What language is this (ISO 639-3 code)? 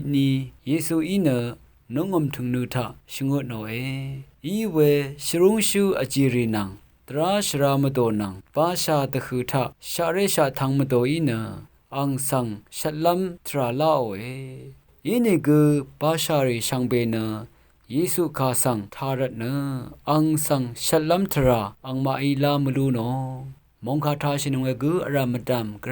raw